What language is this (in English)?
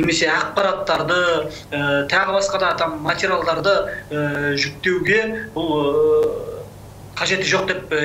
Kazakh